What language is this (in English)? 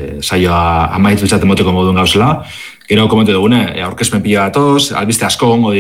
Basque